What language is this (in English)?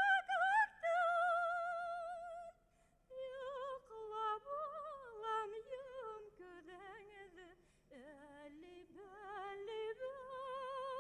Bashkir